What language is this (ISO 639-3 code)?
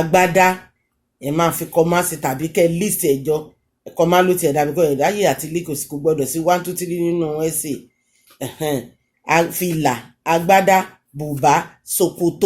yor